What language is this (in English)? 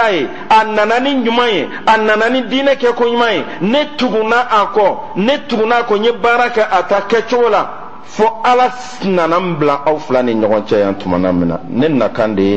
Bambara